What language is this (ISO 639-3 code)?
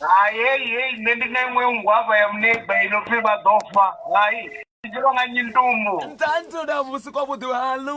ven